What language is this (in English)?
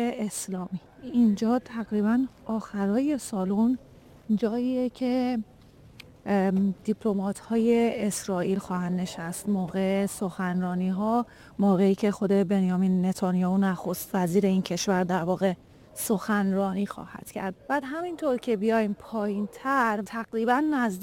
Persian